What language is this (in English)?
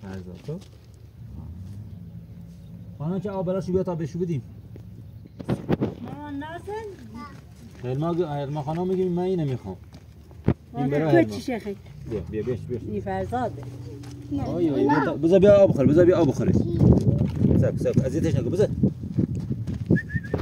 Persian